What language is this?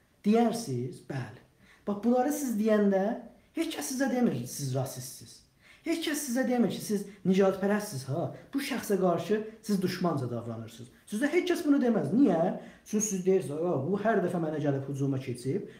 South Azerbaijani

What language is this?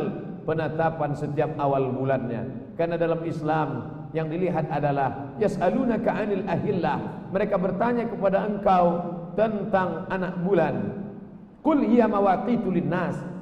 Indonesian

